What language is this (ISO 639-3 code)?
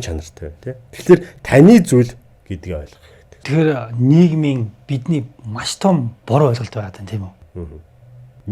mon